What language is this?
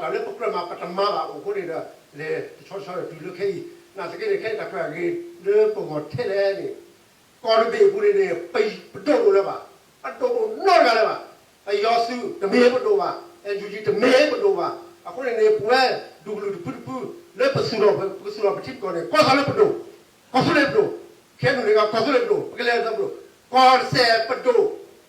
S'gaw Karen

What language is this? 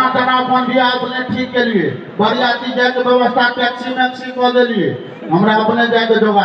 Maithili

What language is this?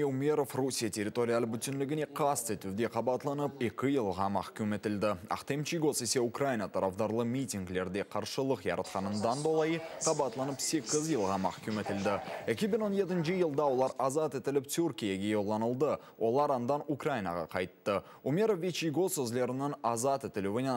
Crimean Tatar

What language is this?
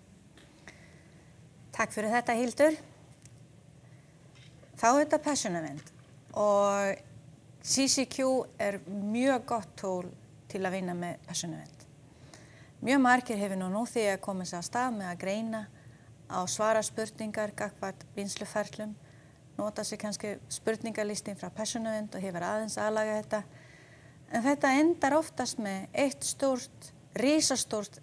Icelandic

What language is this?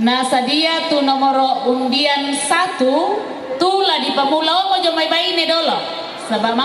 Toraja-Sa'dan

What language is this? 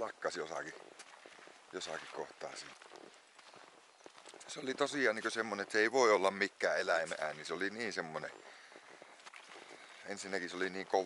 Finnish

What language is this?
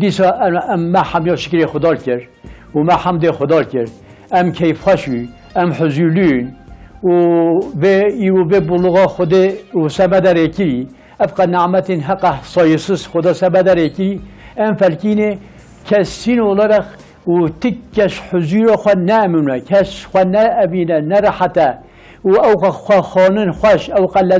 Kurdish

